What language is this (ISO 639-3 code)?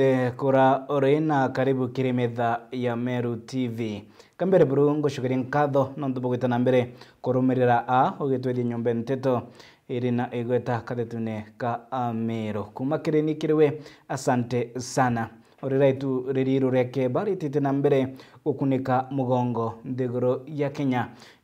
mer